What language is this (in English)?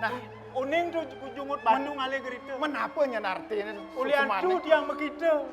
Balinese